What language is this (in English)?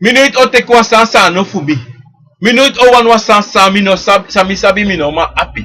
Sranan Tongo